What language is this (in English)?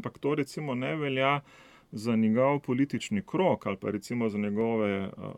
Slovenian